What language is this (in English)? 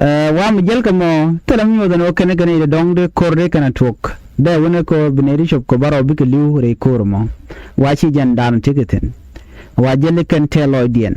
Nuer